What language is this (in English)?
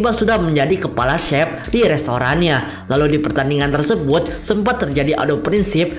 Indonesian